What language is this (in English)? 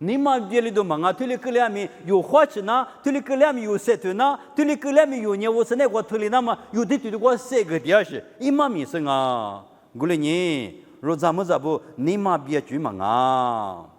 Lisu